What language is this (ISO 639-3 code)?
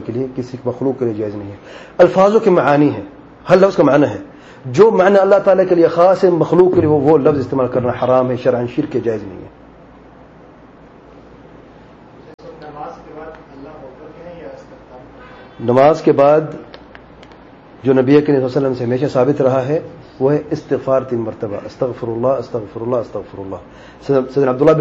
urd